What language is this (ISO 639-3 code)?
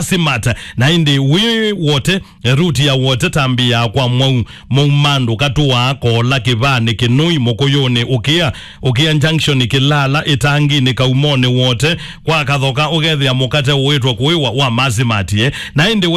kam